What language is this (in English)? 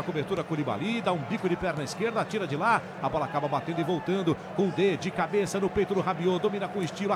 Portuguese